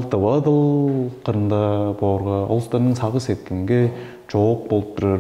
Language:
Tuvinian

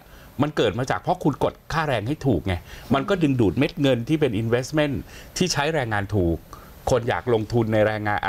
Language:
Thai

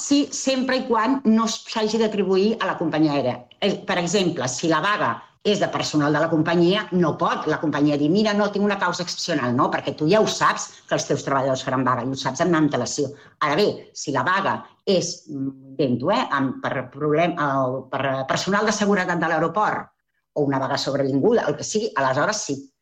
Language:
Catalan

